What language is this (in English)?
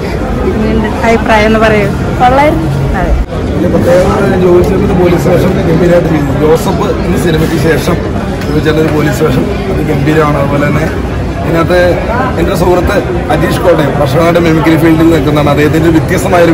Malayalam